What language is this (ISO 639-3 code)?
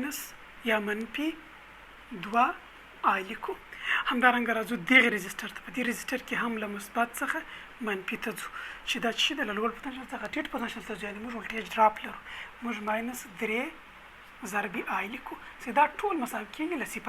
pus